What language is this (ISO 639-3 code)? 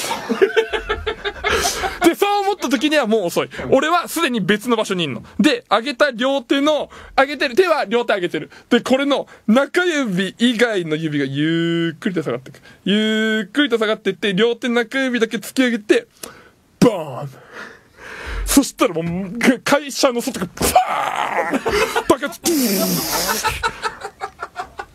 jpn